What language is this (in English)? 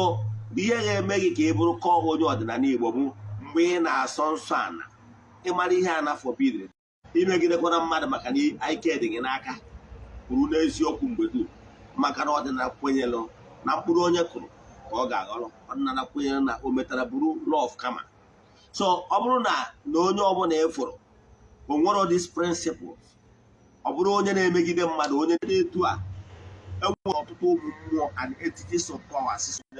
Igbo